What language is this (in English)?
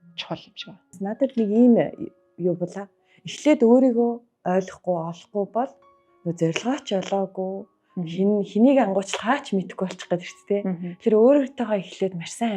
Mongolian